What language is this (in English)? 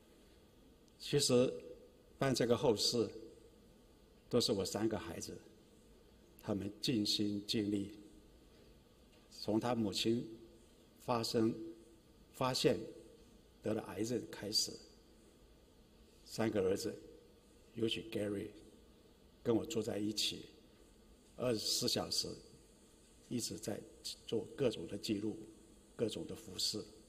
Chinese